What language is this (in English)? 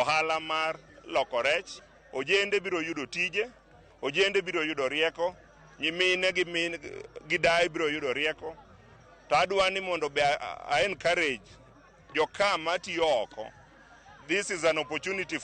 Luo (Kenya and Tanzania)